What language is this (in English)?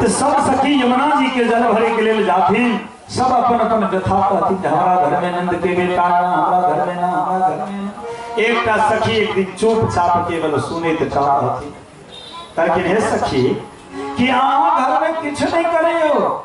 Maithili